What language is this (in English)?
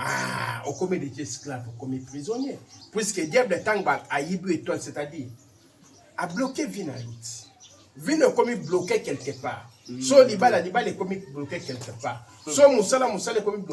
Lingala